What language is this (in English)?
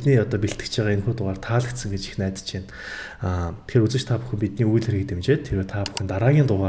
Mongolian